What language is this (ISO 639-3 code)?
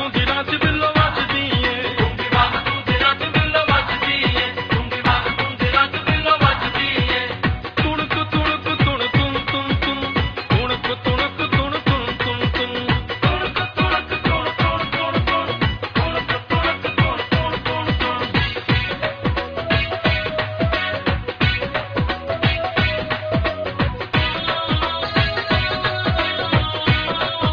pan